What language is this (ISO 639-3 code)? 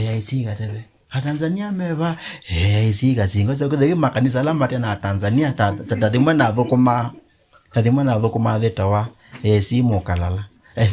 kam